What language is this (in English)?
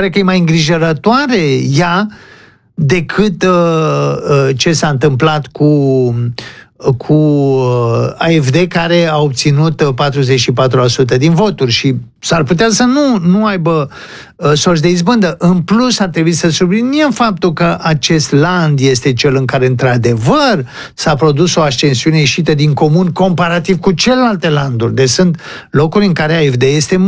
Romanian